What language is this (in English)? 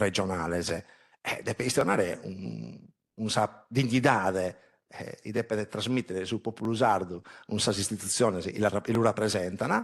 Sardinian